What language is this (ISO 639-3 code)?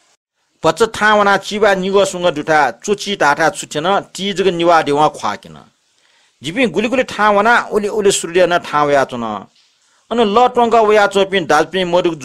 new